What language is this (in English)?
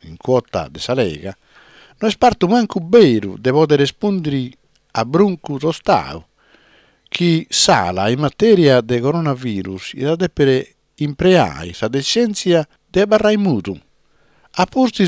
Sardinian